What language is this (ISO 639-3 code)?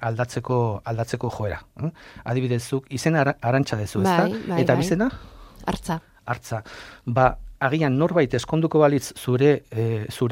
eus